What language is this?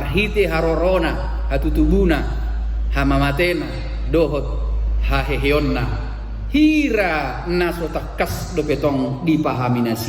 Batak Toba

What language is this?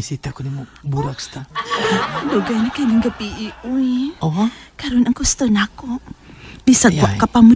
Cebuano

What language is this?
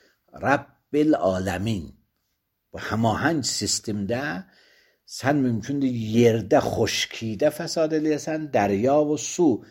Azerbaijani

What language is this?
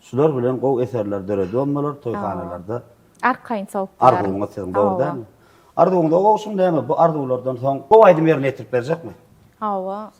Turkmen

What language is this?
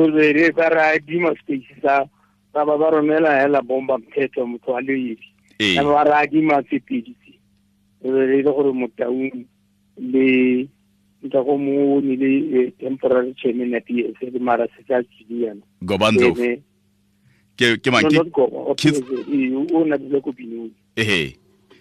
Tswana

